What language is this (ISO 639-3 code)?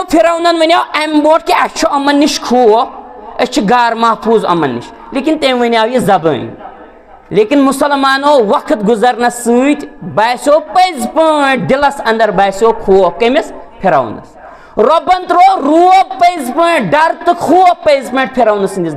kas